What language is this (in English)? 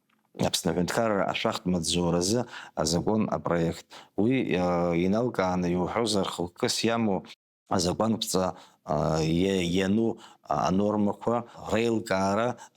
Abkhazian